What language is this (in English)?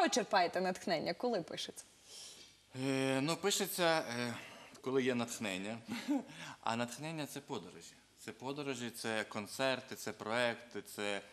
Ukrainian